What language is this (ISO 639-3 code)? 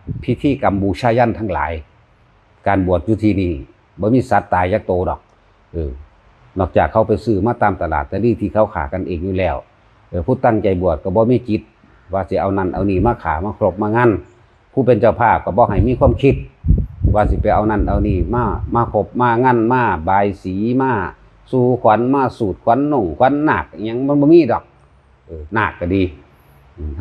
tts